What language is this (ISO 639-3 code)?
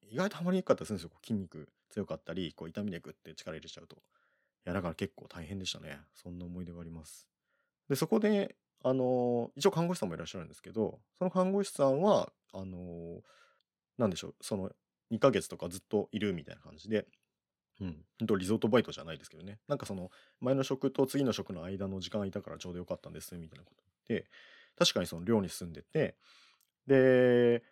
jpn